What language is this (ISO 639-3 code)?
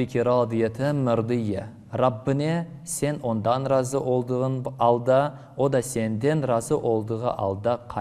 crh